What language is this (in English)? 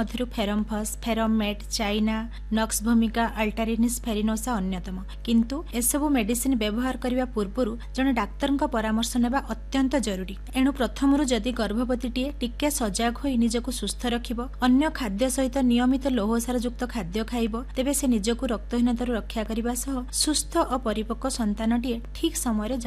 Odia